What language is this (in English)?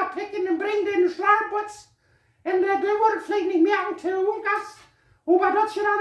Plautdietsch